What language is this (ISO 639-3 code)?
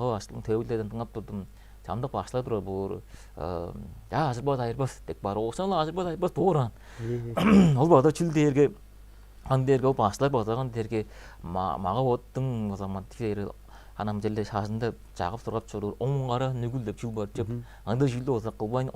tyv